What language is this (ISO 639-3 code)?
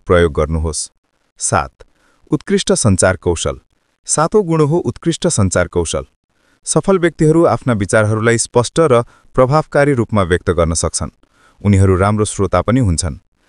nep